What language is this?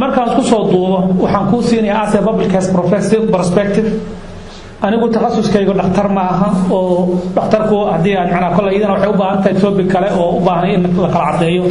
Somali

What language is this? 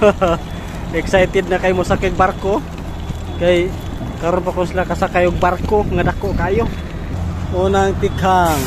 Cebuano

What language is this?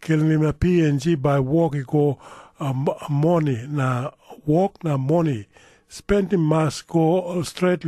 Tok Pisin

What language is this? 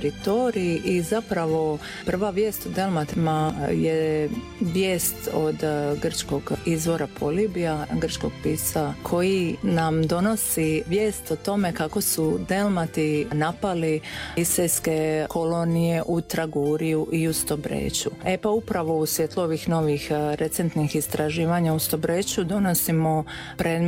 Croatian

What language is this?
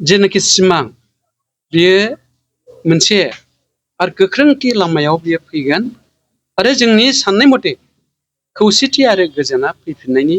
Bodo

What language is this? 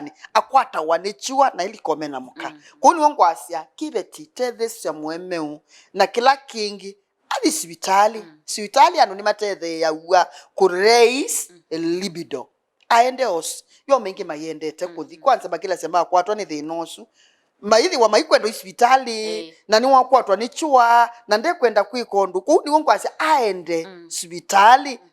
Kamba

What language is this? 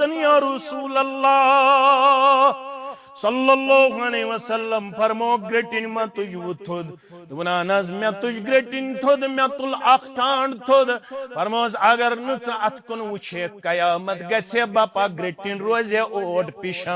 Kashmiri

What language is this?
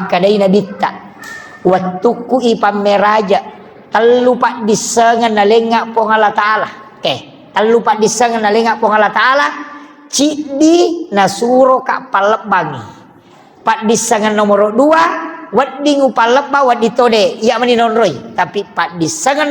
Buginese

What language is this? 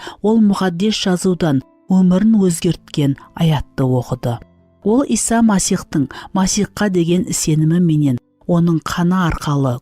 Kara-Kalpak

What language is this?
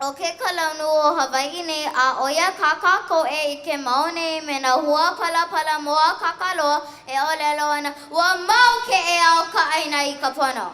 Hawaiian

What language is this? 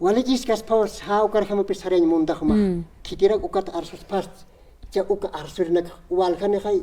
Aymara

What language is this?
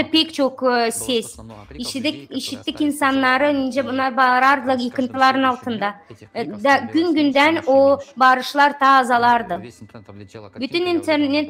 Gagauz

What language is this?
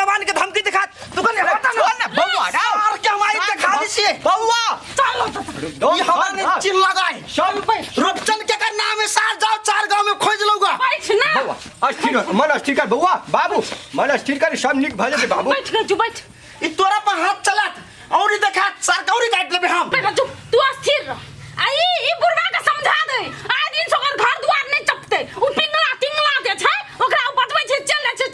Maithili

